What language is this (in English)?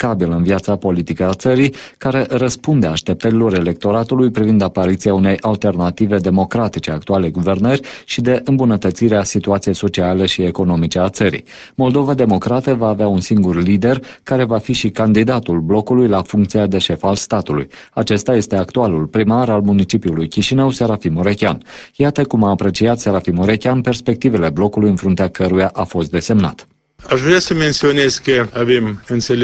Romanian